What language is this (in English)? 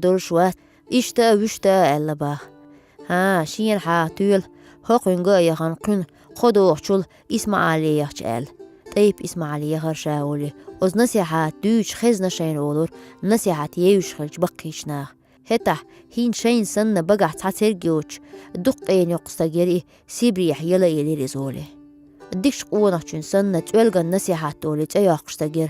Chechen